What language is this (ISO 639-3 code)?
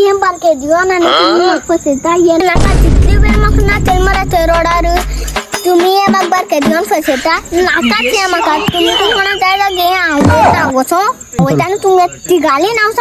kok